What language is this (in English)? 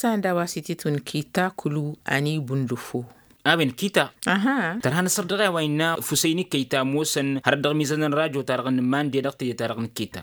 Tamasheq